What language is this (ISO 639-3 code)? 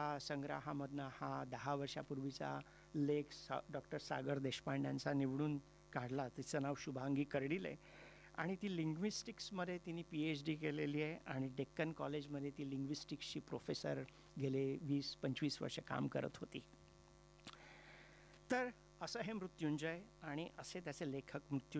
mar